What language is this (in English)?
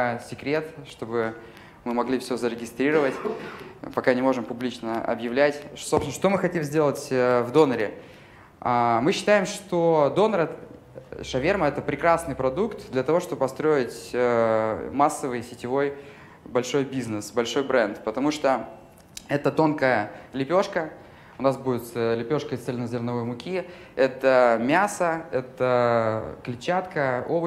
Russian